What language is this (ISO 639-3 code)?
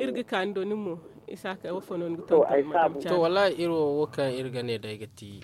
dje